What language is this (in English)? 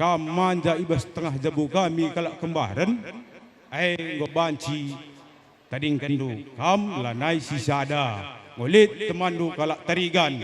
Batak Karo